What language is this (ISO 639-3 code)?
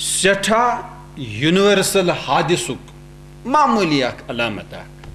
kas